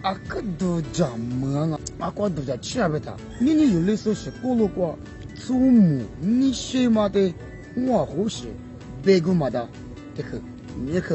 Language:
Lisu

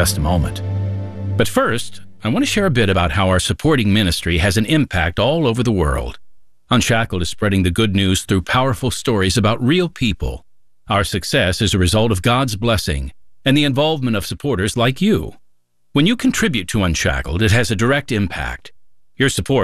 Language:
English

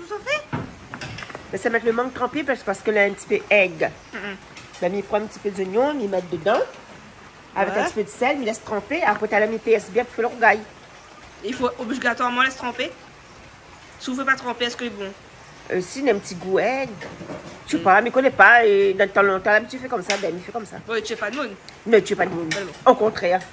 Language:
Réunion Creole French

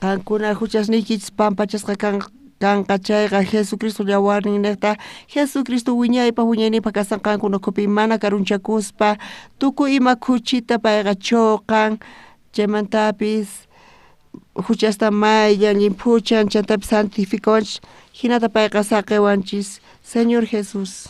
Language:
South Bolivian Quechua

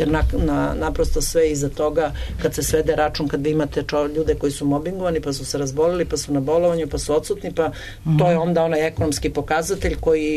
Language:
Serbian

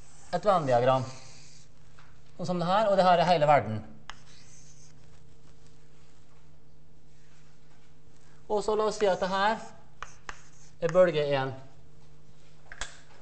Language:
Norwegian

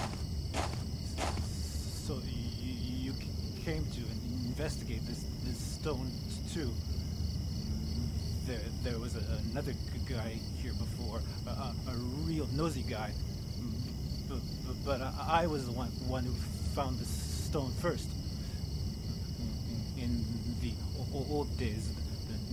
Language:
English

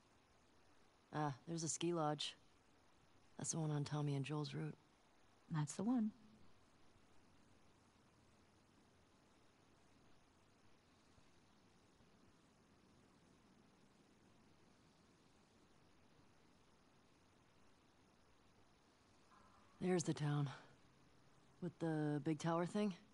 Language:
English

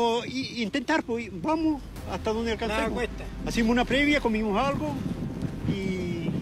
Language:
Spanish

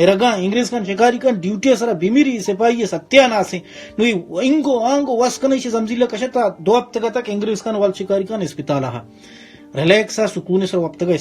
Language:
Baluchi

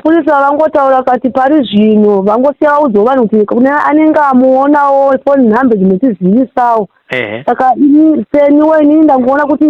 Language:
Shona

